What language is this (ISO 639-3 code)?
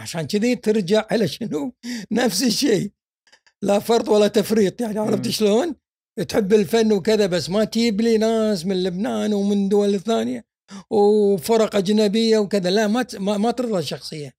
afb